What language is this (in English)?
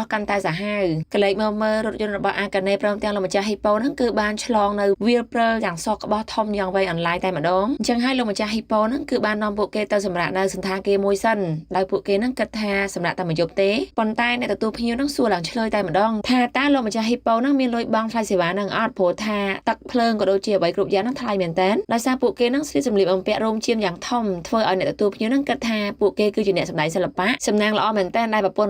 Khmer